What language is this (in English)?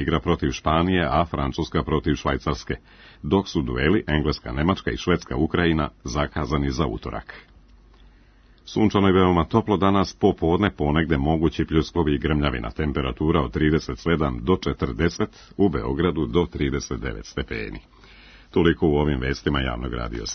Serbian